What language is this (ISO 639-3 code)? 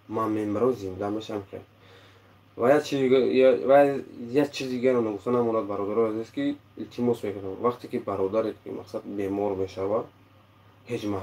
tgk